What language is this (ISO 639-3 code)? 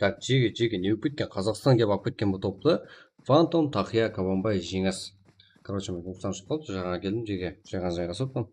kaa